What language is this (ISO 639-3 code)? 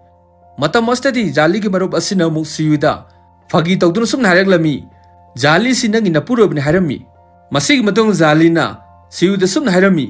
mni